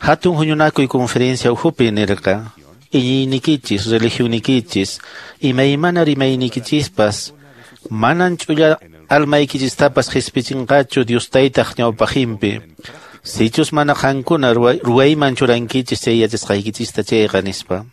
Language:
Quechua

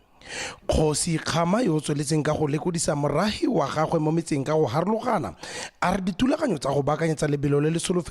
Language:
Tswana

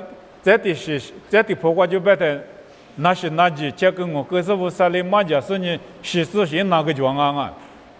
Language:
Lisu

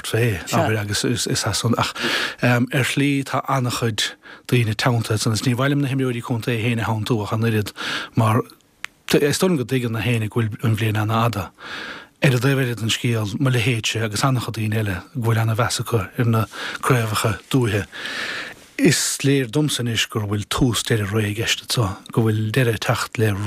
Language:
Irish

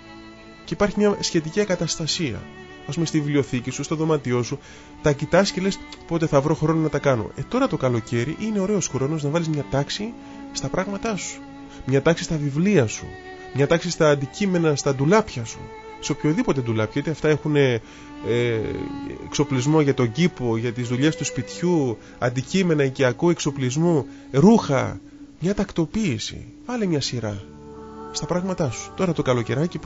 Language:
Greek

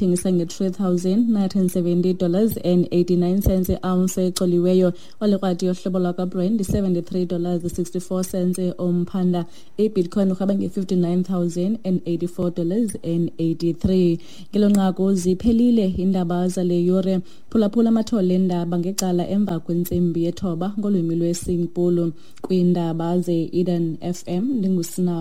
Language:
Xhosa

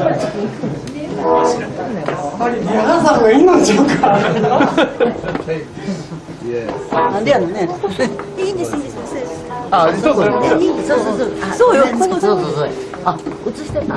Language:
Japanese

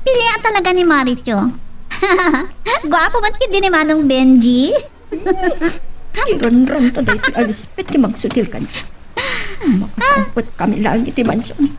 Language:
Iloko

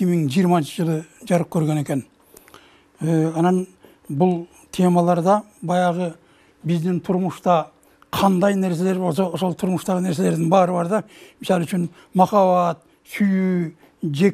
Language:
Kyrgyz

